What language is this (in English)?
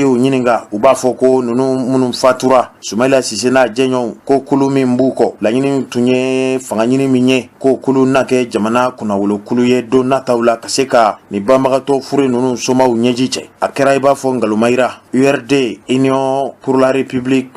Bambara